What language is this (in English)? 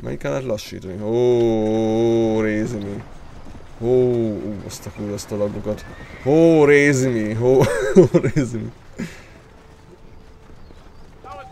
Hungarian